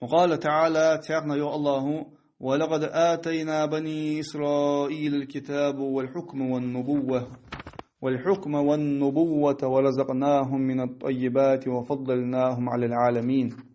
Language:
Ingush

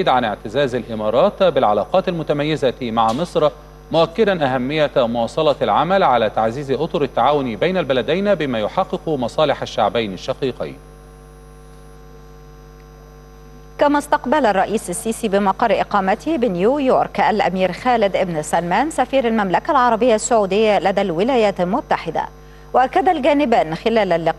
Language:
Arabic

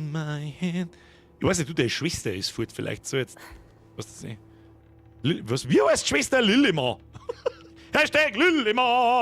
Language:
Bavarian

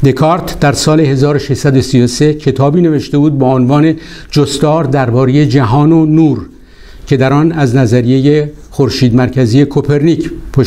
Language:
Persian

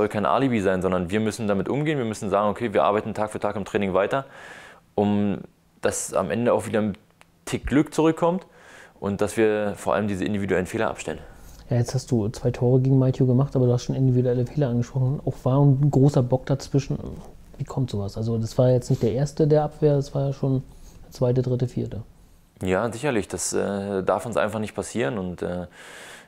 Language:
German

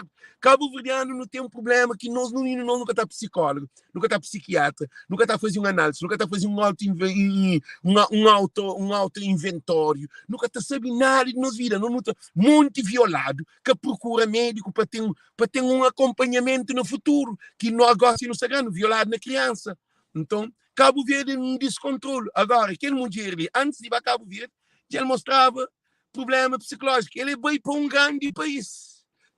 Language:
Kabuverdianu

